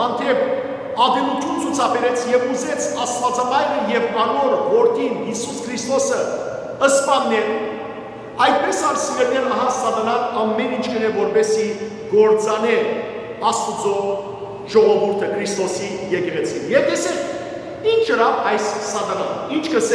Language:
Western Armenian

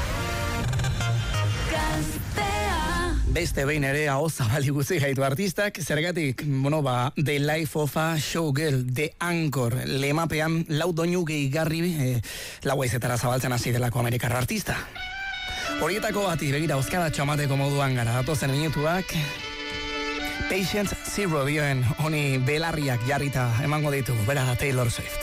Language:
Basque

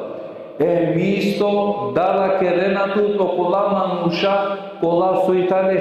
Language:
Balkan Romani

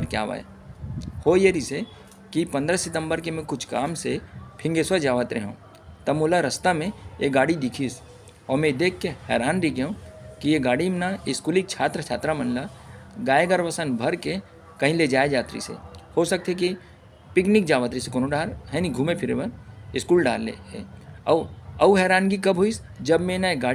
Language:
Chhattisgarhi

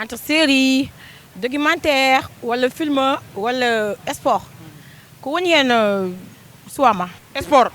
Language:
Fula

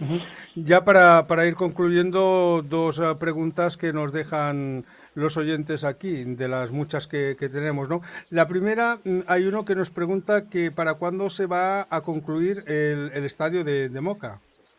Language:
Spanish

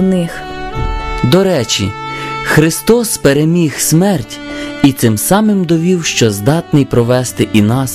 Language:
Ukrainian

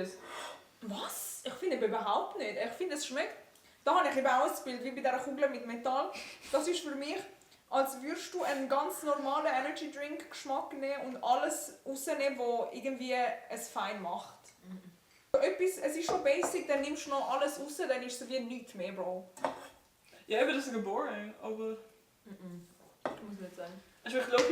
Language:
Swiss German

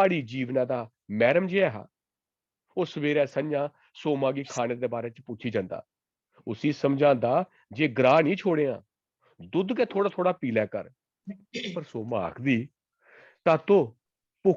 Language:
Dogri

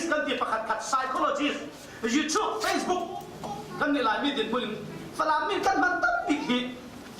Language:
Falam Chin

